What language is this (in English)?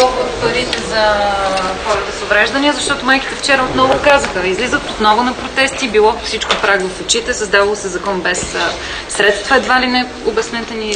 Bulgarian